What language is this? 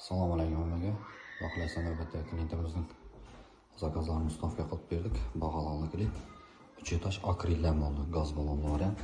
Uzbek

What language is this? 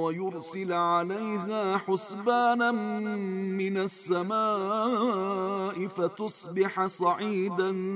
Arabic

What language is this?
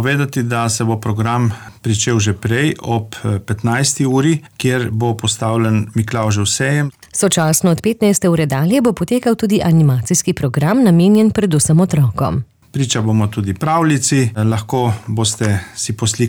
Slovenian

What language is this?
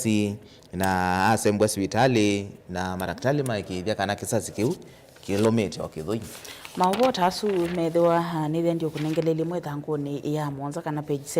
Kamba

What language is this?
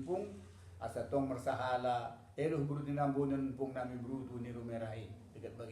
Batak Dairi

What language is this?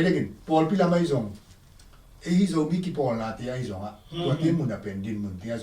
Tedim Chin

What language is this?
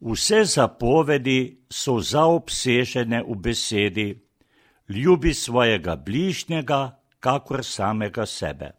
Slovenian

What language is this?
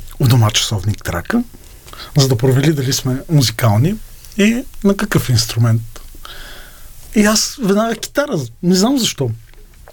Bulgarian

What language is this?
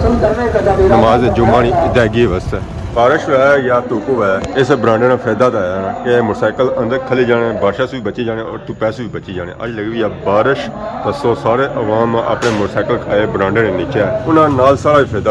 Pahari-Potwari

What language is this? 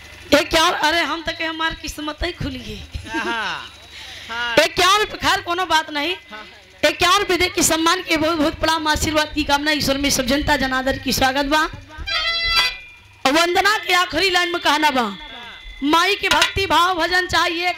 Bhojpuri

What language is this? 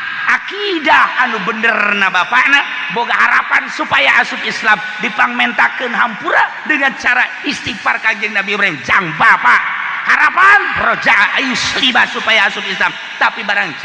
Sundanese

